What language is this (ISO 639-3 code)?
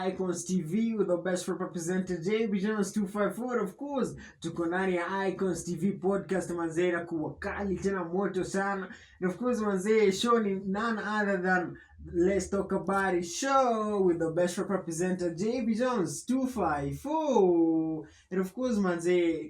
swa